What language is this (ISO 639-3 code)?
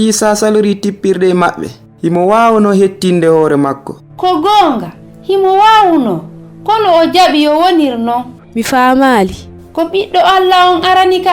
ful